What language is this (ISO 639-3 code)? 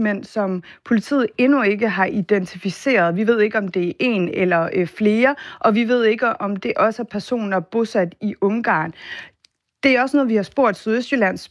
dan